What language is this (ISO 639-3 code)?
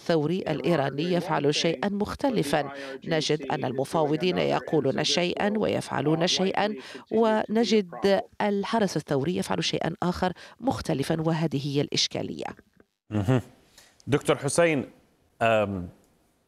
ara